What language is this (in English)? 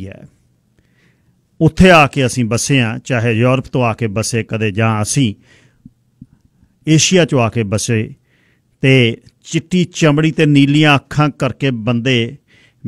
Punjabi